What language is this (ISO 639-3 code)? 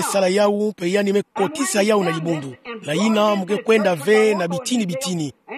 ktu